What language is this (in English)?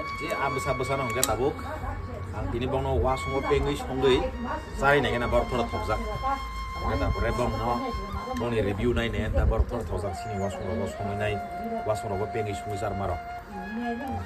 Kok Borok